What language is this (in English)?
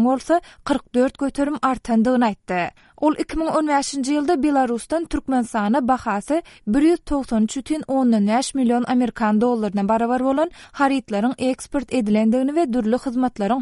Turkmen